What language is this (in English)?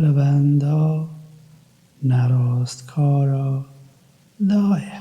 Kurdish